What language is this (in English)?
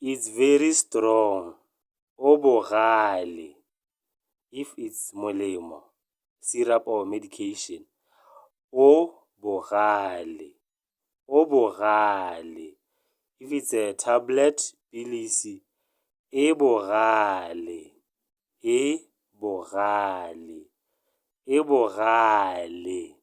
Tswana